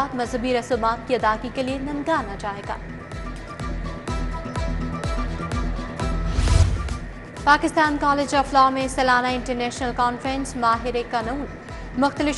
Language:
Urdu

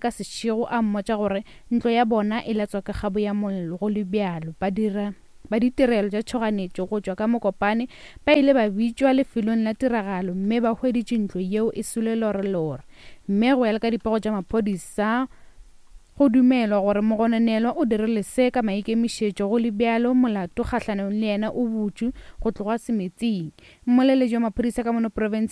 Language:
Northern Sotho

